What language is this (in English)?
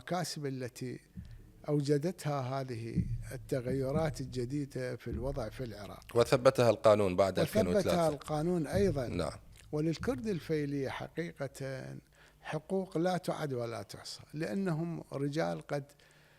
Mesopotamian Arabic